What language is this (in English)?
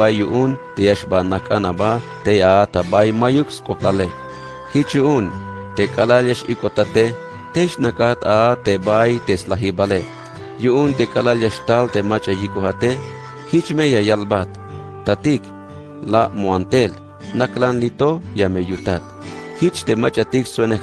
Tzeltal